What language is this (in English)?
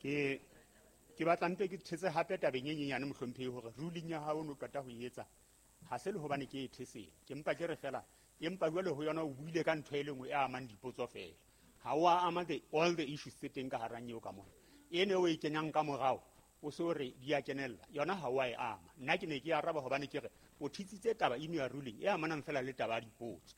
Southern Sotho